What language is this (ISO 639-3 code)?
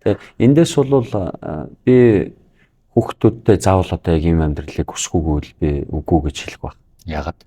mon